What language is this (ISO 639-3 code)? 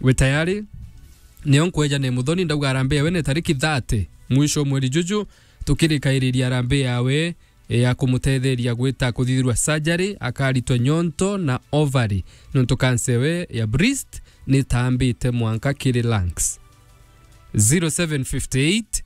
mer